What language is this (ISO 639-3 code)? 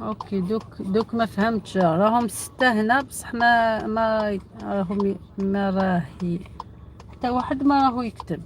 arq